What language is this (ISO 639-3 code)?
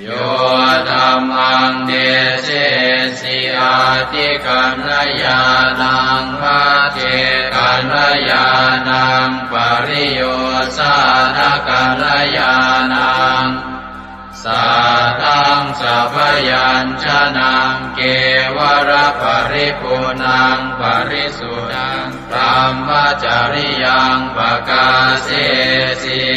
pli